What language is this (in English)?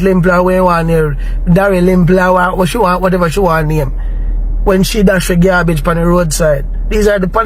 Jamaican Creole English